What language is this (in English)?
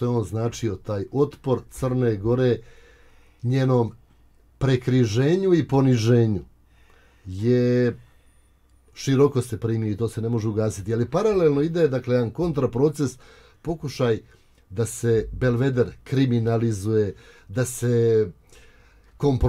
Serbian